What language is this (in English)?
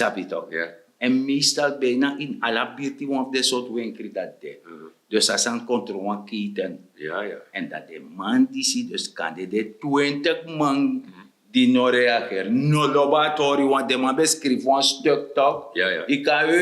Sranan Tongo